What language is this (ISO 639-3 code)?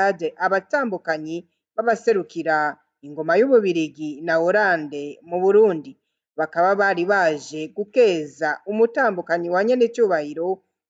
run